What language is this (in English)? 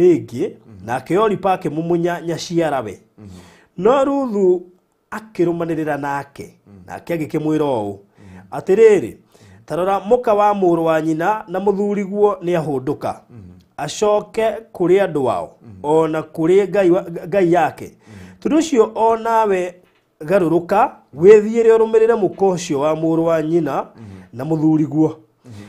Kikuyu